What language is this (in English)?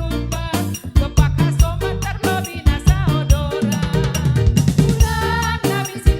Batak Simalungun